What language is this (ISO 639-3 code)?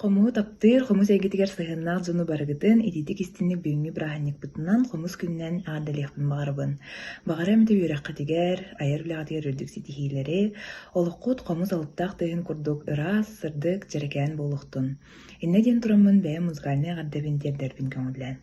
sah